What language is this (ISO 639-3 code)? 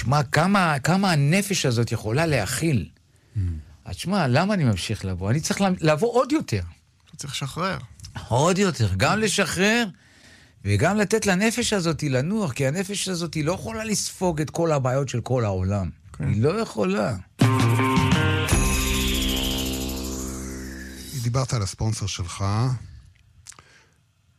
heb